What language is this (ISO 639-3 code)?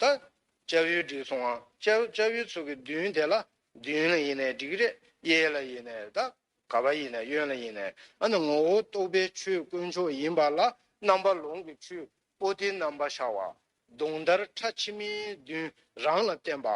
bod